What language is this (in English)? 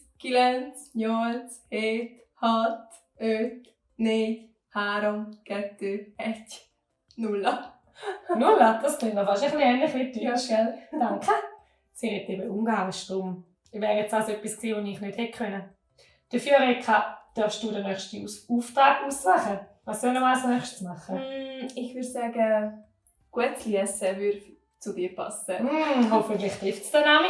Swiss German